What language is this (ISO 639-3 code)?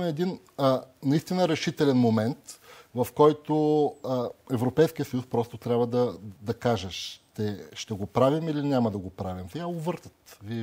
bul